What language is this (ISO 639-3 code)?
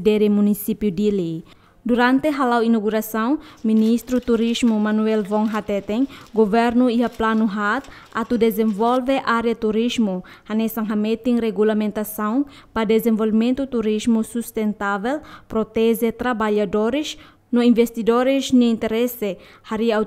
tet